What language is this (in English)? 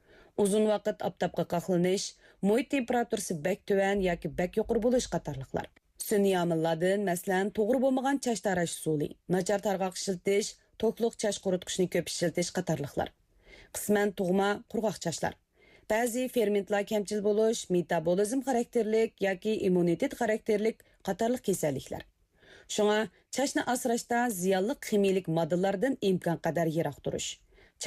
Uyghur